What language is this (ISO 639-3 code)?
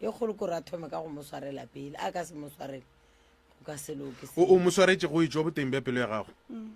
nso